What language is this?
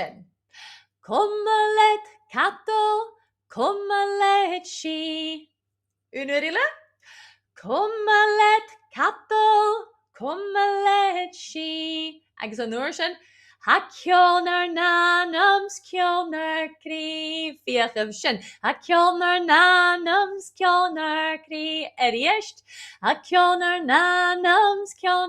Scottish Gaelic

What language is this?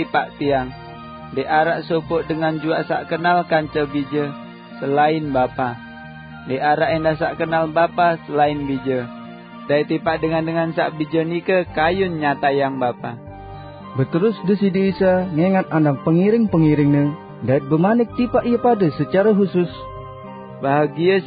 Sasak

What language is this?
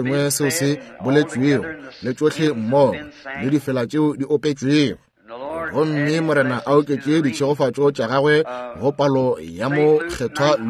Northern Sotho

